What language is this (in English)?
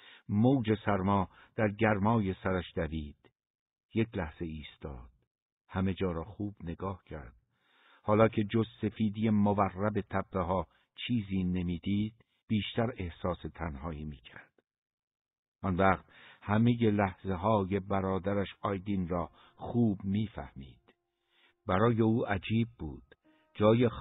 Persian